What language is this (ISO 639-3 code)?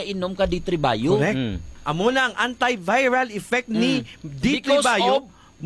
hil